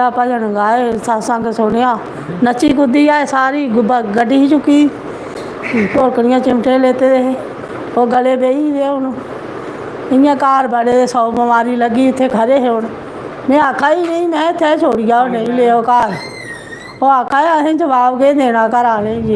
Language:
Dogri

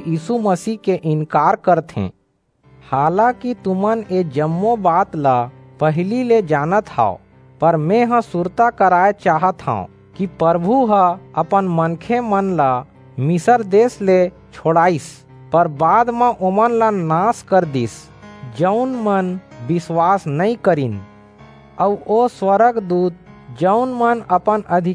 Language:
Chhattisgarhi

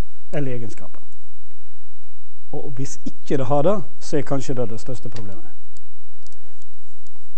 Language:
Norwegian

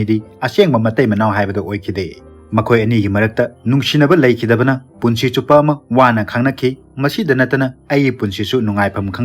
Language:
Manipuri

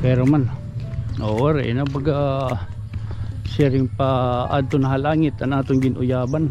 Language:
Waray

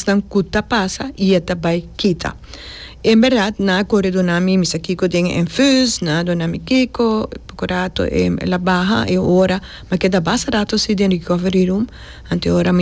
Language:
Papiamento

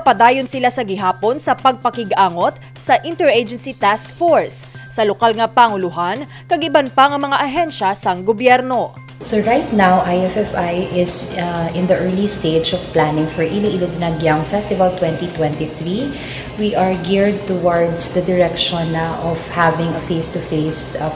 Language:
Hiligaynon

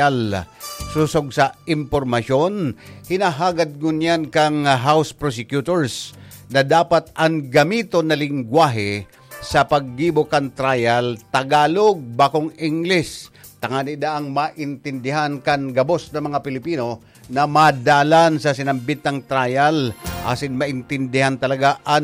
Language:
Bikol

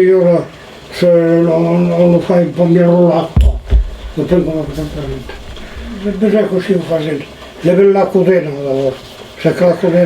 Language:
Occitan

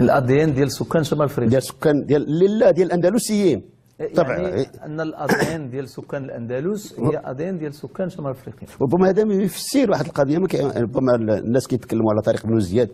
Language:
Moroccan Arabic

